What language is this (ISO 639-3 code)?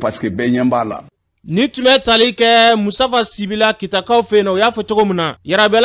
bam